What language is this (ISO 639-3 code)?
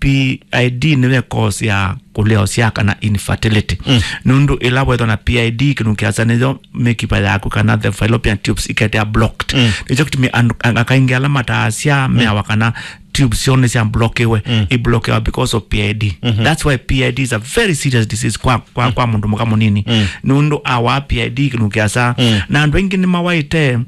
kam